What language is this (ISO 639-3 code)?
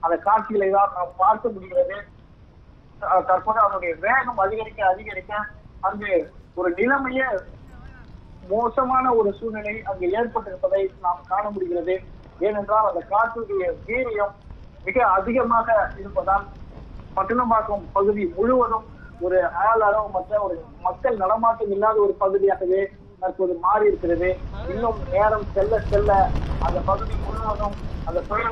tam